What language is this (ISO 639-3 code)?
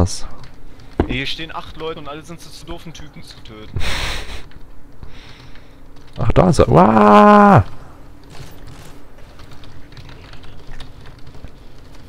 deu